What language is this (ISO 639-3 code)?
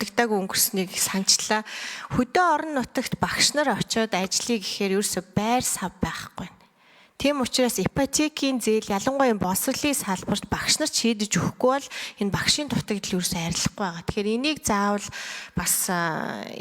mon